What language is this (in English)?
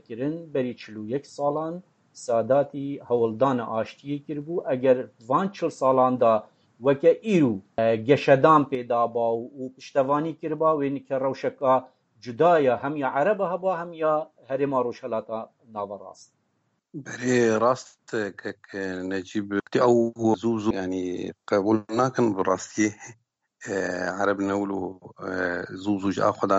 Kurdish